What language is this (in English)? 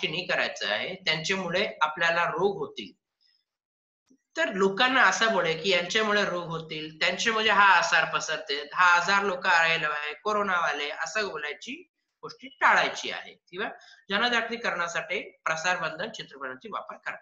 Marathi